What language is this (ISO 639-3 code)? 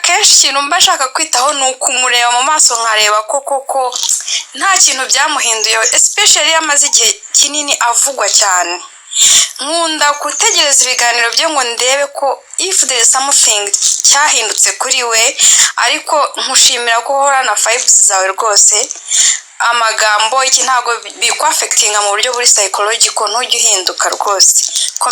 kin